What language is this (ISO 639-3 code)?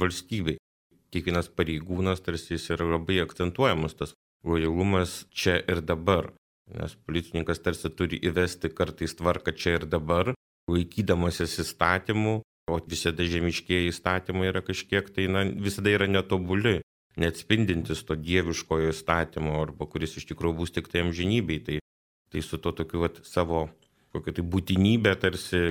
lit